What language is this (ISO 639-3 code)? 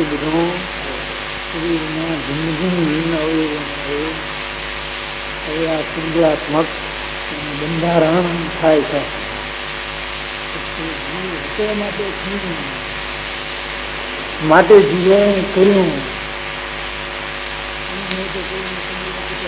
guj